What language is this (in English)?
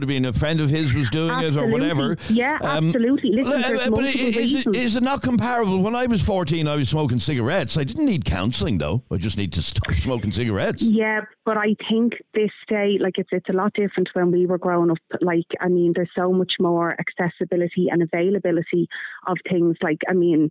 English